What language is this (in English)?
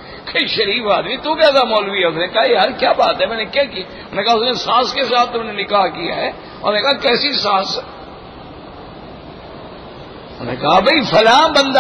Urdu